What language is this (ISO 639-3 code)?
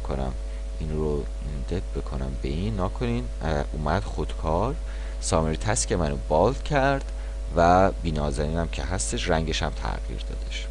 fas